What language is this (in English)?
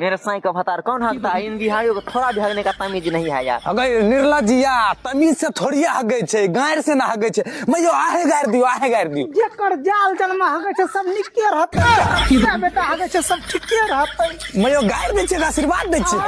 Maithili